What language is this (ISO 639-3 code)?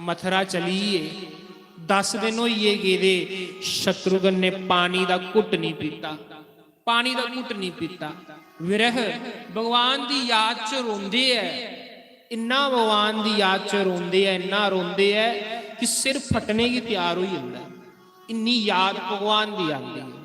doi